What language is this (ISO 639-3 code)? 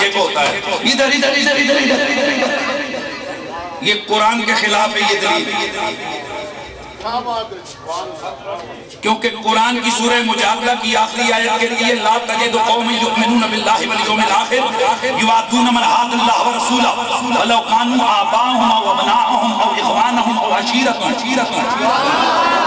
urd